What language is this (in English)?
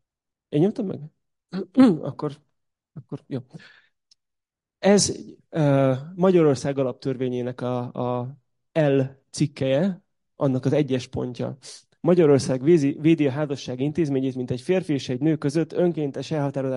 Hungarian